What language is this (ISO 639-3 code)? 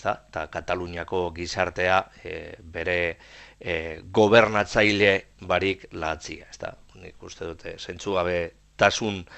eus